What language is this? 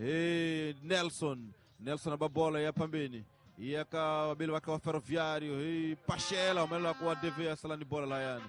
Tsonga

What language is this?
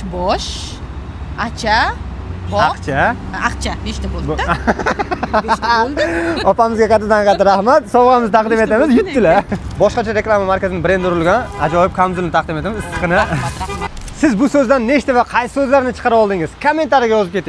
Uzbek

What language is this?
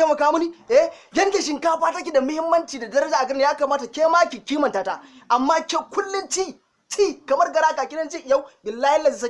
Hausa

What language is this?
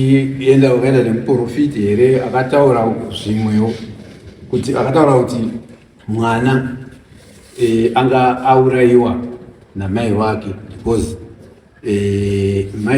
Shona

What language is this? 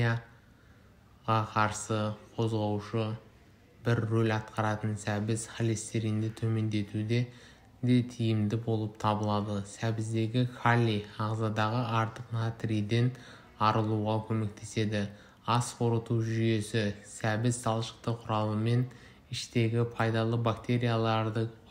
Kazakh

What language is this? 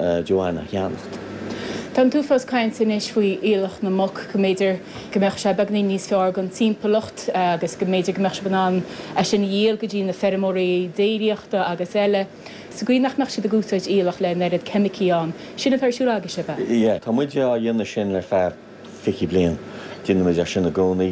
Irish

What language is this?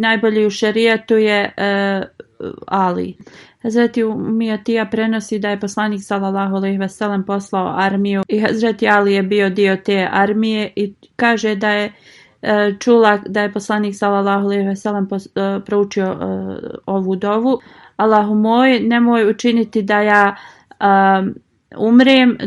Bosnian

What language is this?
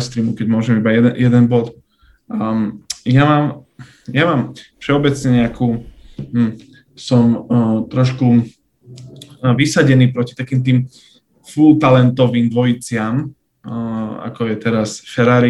Slovak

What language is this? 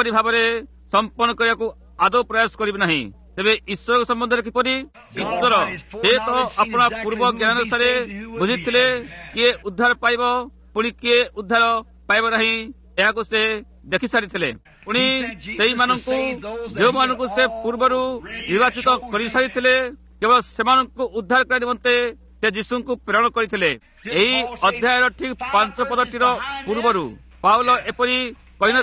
Odia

